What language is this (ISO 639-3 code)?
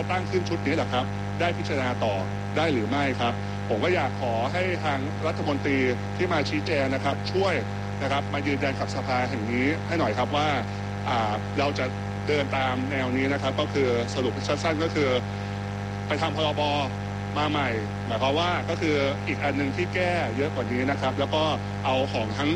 tha